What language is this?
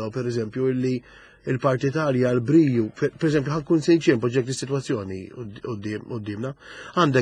Maltese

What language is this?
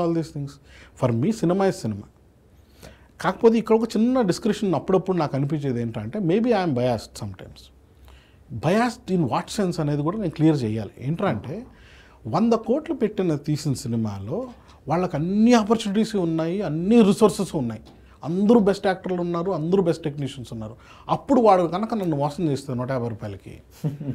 Telugu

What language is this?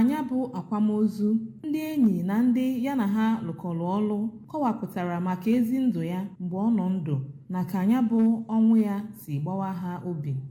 Igbo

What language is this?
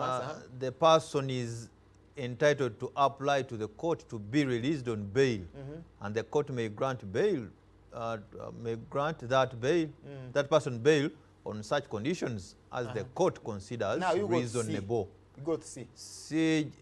Ganda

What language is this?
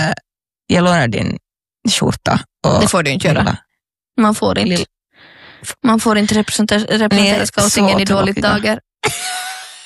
Swedish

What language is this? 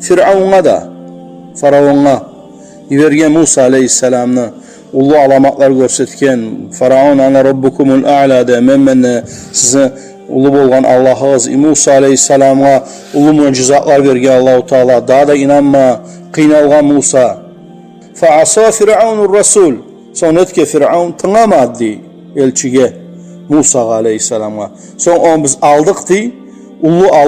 Kumyk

